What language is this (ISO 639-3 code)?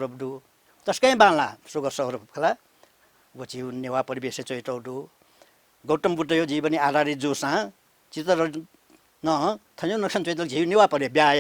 new